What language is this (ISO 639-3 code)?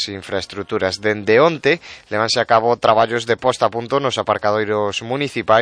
glg